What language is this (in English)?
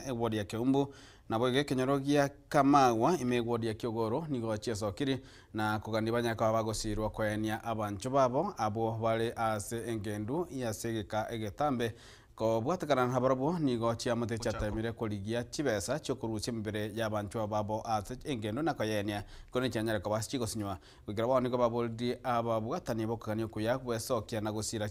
Gusii